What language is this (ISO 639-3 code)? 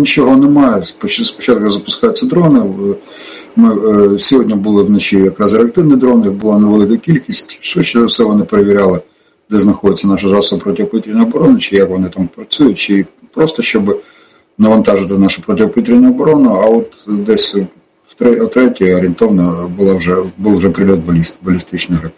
ukr